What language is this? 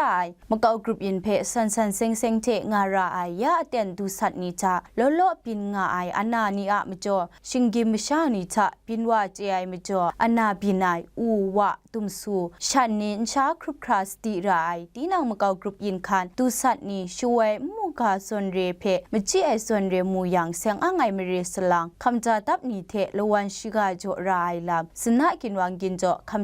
Kachin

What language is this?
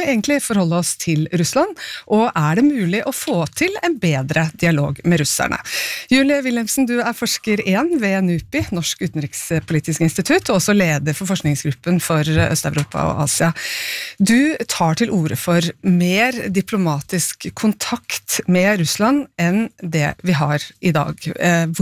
Norwegian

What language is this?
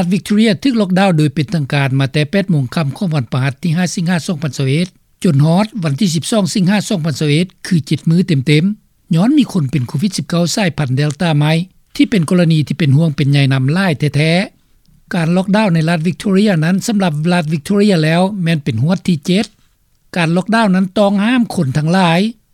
Lao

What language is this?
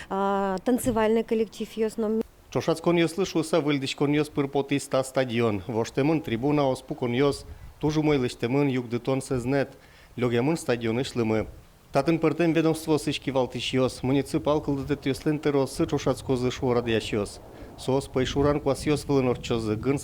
Udmurt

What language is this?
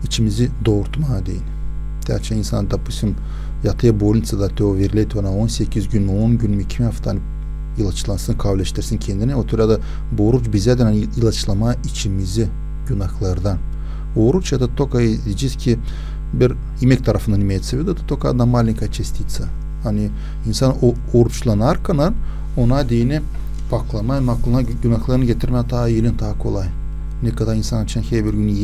Gagauz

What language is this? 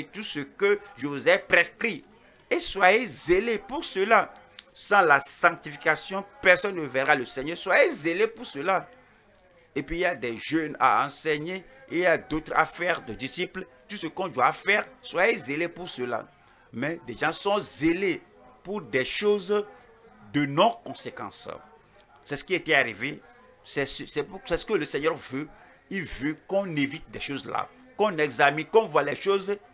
French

